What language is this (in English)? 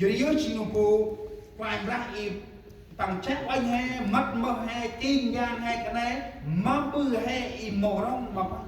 Central Mnong